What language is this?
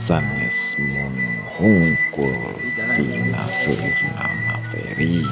Sundanese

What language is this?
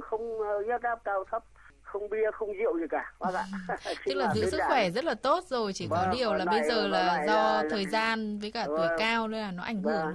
Vietnamese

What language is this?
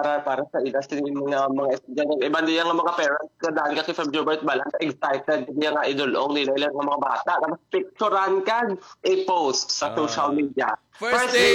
Hiligaynon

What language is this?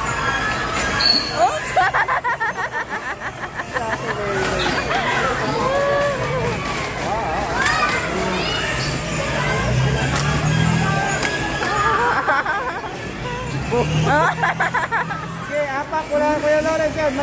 Filipino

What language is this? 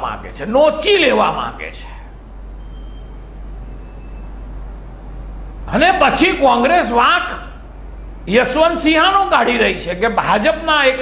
Gujarati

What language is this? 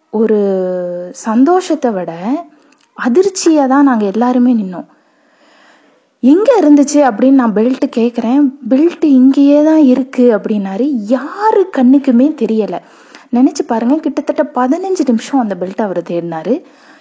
Tamil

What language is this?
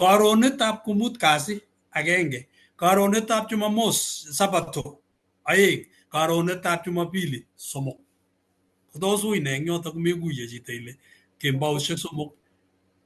Kalenjin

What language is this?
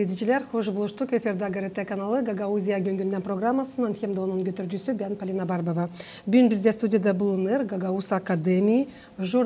Gagauz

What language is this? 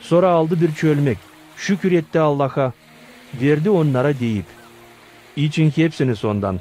Gagauz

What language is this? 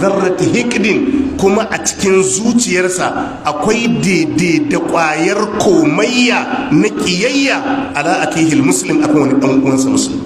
Hausa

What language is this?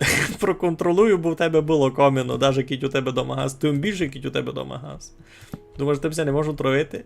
Rusyn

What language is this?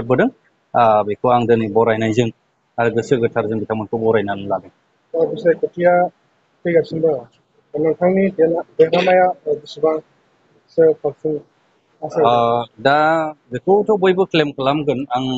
Bodo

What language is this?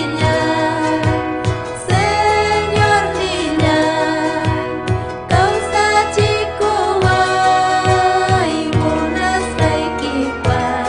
Ayacucho Quechua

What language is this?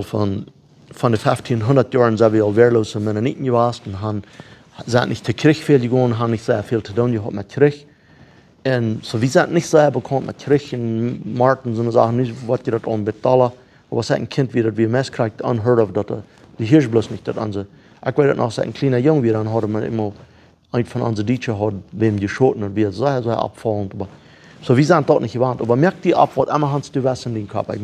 Plautdietsch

